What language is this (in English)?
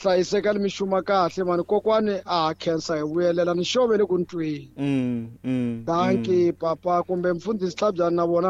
Tsonga